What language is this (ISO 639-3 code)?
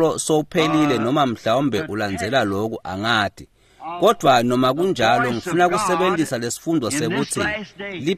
ssw